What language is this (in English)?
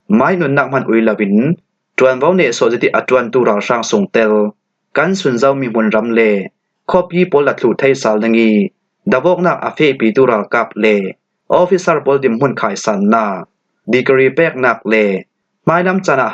Falam Chin